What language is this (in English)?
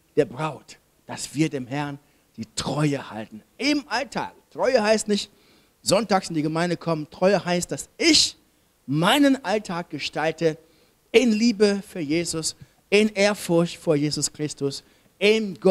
German